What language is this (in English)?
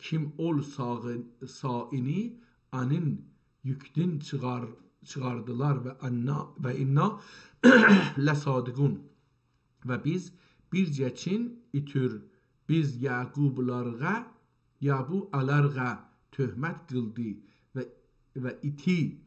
South Azerbaijani